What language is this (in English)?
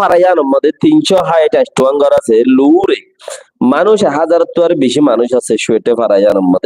Rohingya